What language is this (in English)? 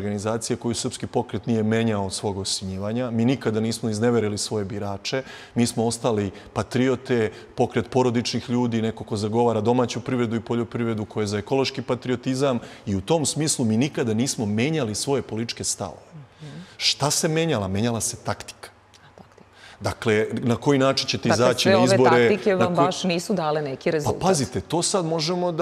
Serbian